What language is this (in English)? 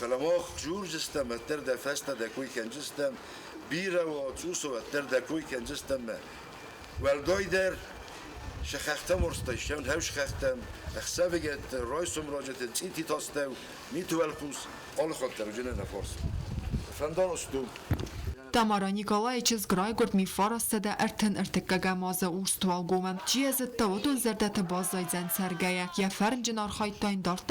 Ossetic